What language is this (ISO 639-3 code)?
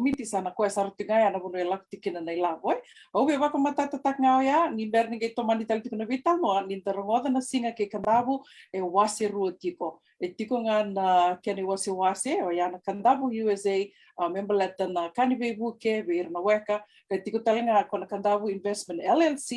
fij